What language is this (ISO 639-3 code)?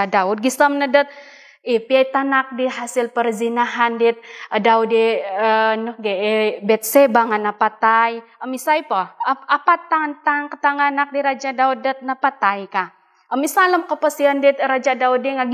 dtp